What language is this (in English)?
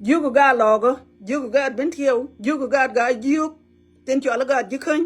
Nuer